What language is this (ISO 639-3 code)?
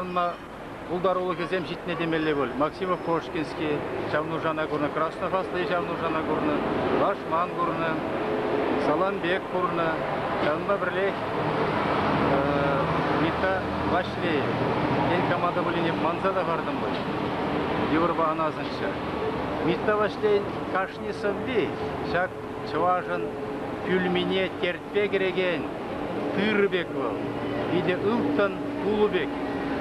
chv